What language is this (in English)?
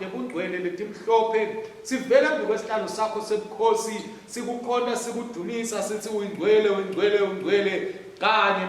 Swati